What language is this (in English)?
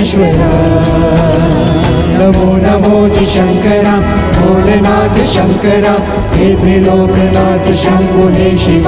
Hindi